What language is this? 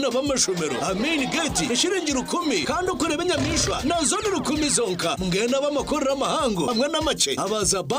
Nyankole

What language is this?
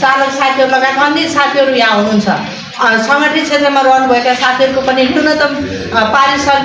Nepali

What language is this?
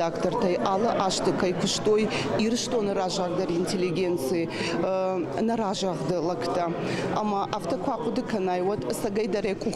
Ossetic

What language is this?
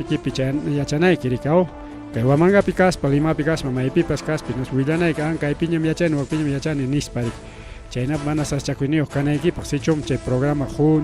Ayacucho Quechua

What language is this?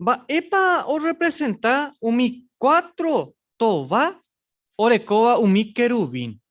Guarani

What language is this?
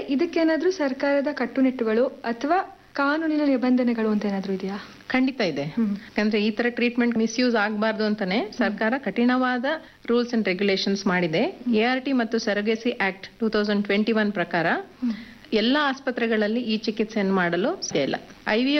Kannada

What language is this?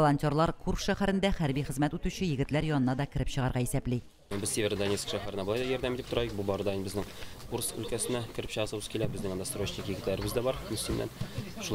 Tatar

